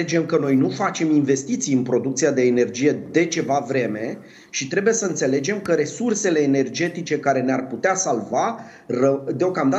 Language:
Romanian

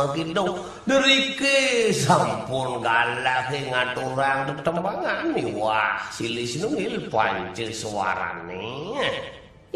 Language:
Balinese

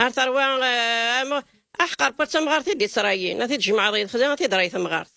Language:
Kabyle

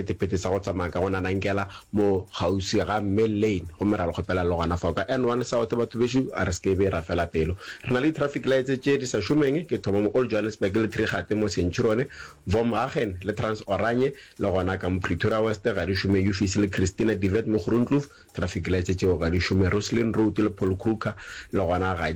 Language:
Northern Sotho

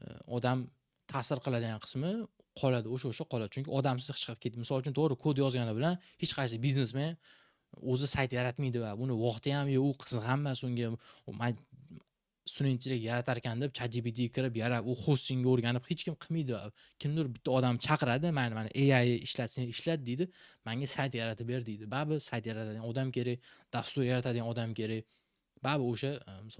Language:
Uzbek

